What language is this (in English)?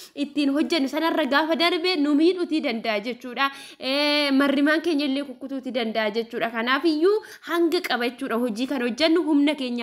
Oromo